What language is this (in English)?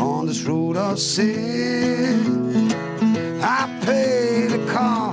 Western Frisian